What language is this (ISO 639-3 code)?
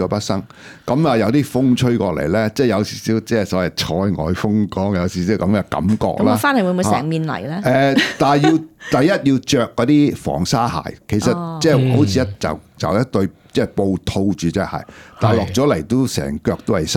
yue